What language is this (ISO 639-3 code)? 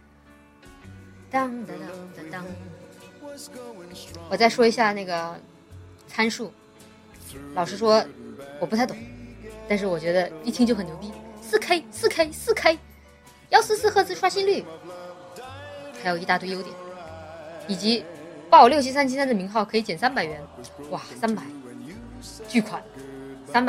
zho